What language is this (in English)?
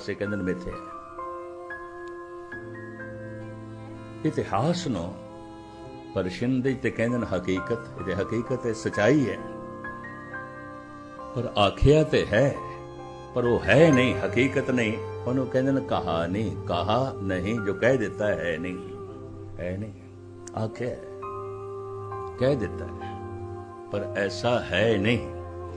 Punjabi